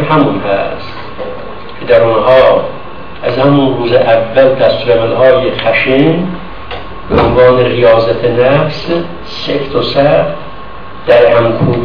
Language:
Persian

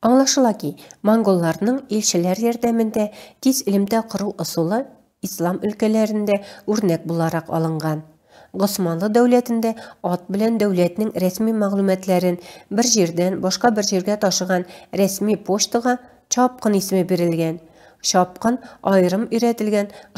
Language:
Tatar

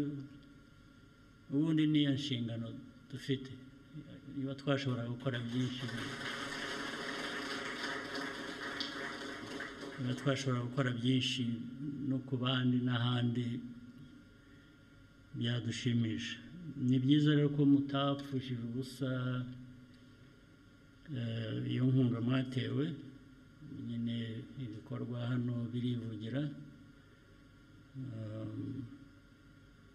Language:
Kinyarwanda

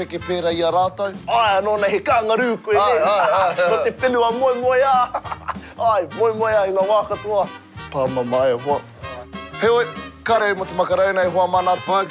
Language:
Māori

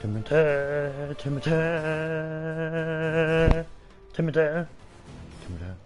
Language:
Swiss German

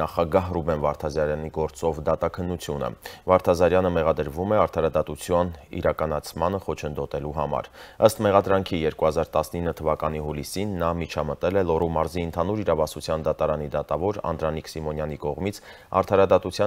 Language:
Armenian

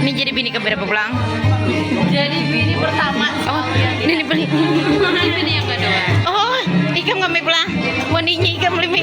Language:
Banjar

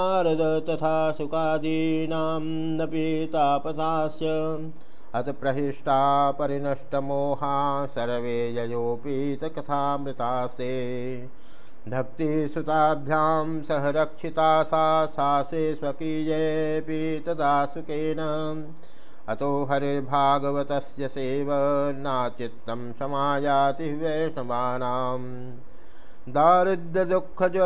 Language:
Sanskrit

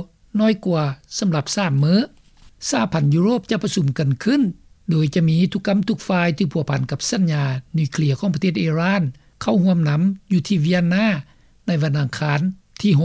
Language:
Lao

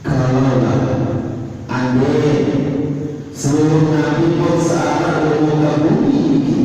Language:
Sasak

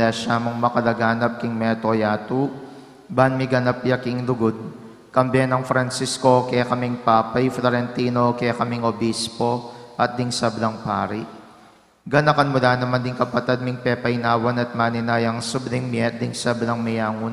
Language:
Pampanga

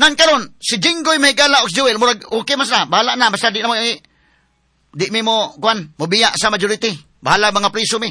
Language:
Cebuano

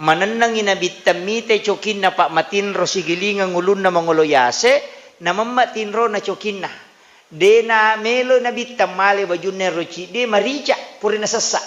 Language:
Buginese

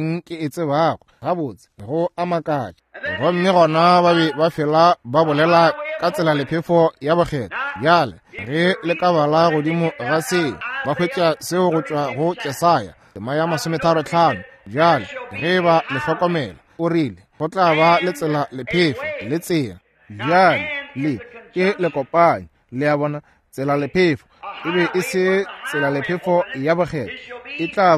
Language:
Northern Sotho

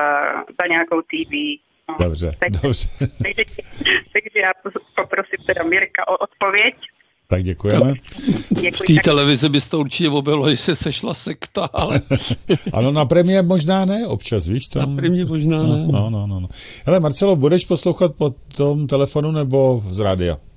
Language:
Czech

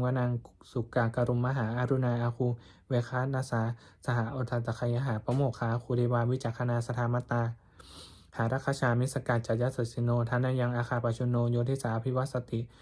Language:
Pali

